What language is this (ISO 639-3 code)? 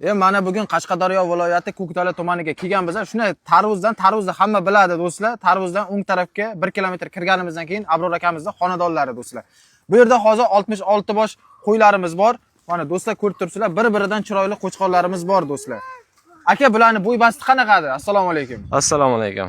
uzb